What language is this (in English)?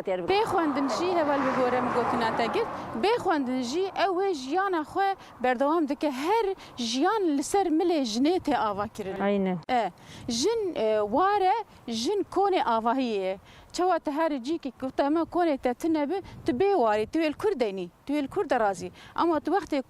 Kurdish